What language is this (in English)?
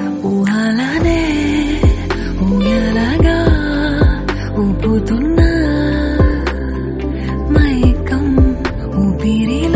Telugu